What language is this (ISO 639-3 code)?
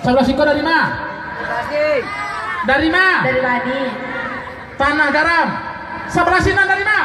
min